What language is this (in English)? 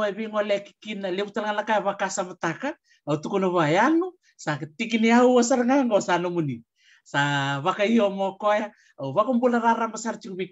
Fijian